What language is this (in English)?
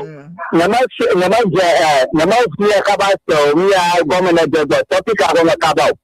Ewe